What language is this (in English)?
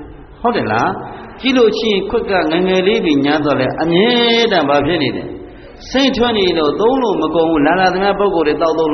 Burmese